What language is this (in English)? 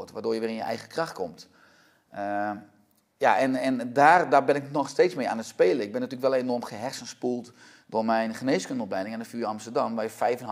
Dutch